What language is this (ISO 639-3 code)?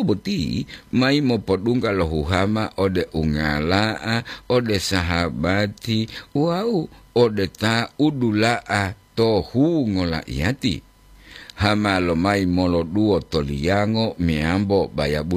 gor